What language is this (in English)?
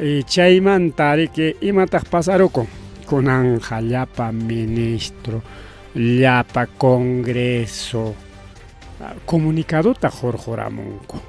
Ayacucho Quechua